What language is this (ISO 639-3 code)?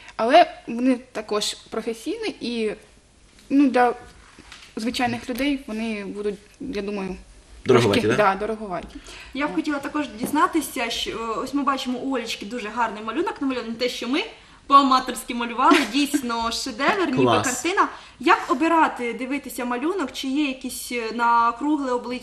ukr